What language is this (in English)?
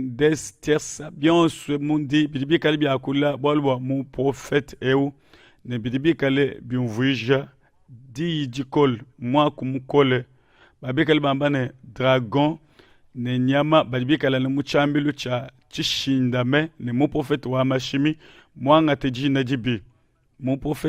Luba-Lulua